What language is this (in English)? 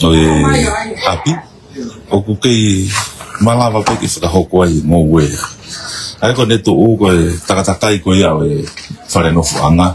Tongan